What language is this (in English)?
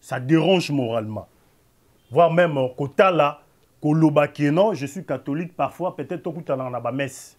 Lingala